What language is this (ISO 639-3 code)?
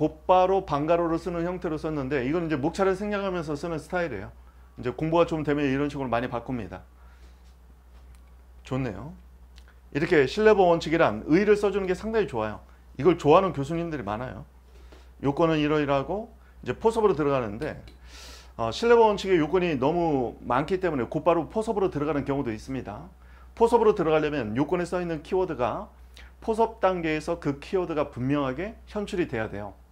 kor